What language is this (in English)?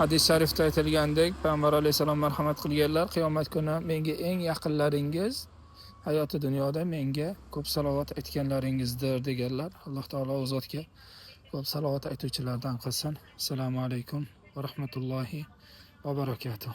Uzbek